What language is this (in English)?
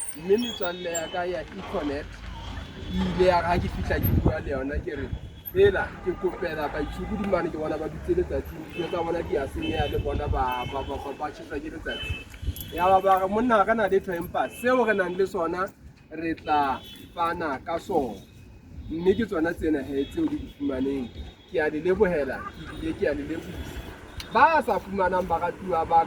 Southern Sotho